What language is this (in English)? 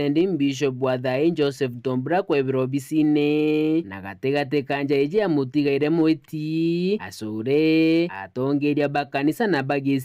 Meru